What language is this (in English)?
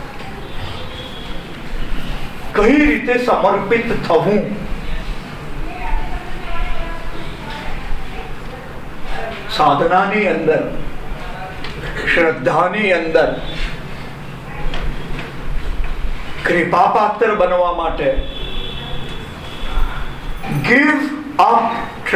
Gujarati